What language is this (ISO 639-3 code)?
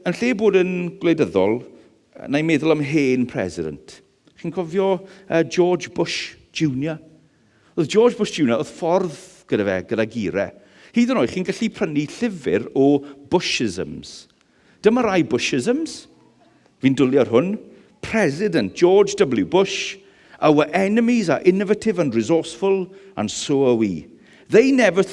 cym